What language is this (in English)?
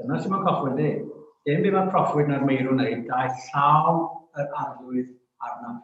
Welsh